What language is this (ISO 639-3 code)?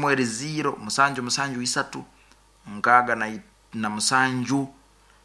nyo